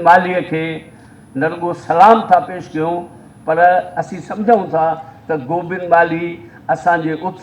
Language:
Sindhi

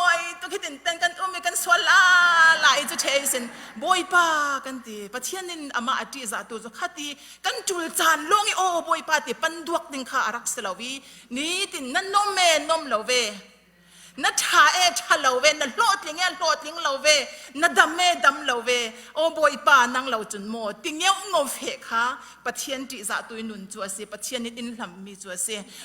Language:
Falam Chin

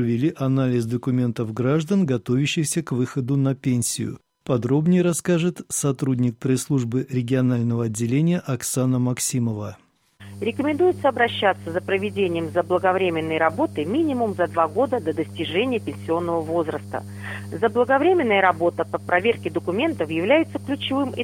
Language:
Russian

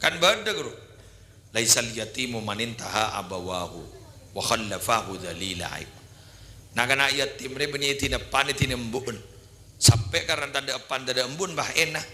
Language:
Madurese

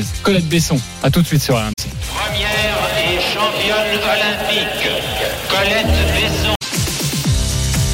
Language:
French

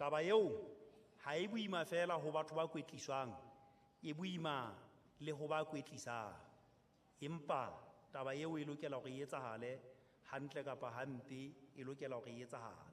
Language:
Southern Sotho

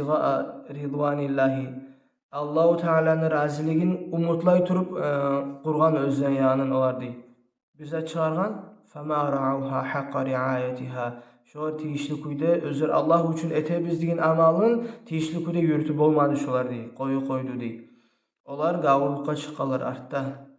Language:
Kumyk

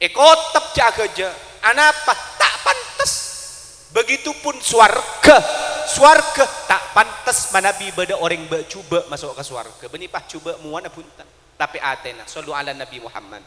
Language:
Madurese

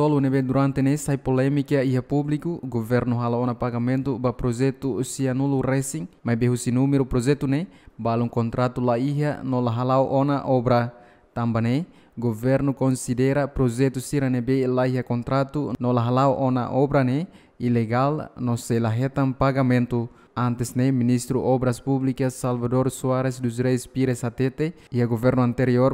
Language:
Tetum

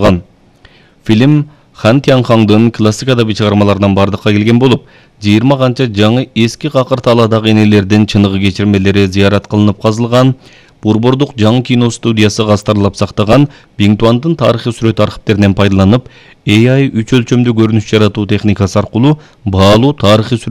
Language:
Kyrgyz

